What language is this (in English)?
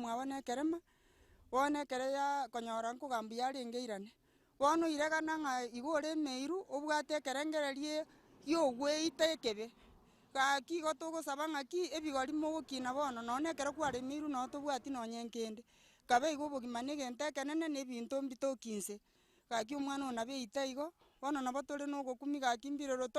Gusii